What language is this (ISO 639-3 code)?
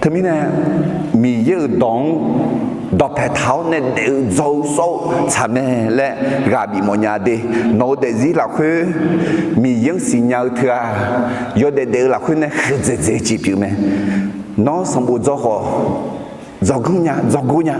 ahk